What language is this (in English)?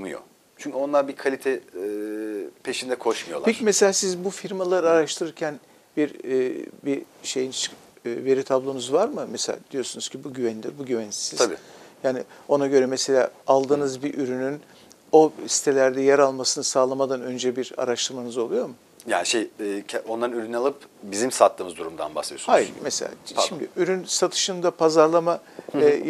Turkish